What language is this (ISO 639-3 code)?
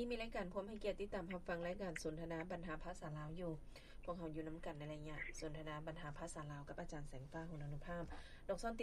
lao